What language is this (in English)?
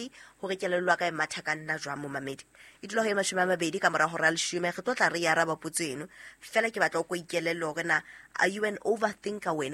Southern Sotho